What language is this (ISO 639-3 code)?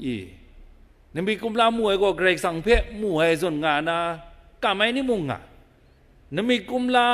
kac